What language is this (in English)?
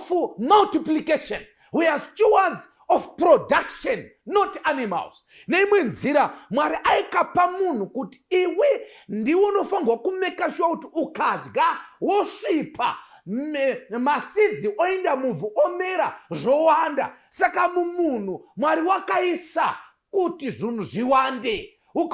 Shona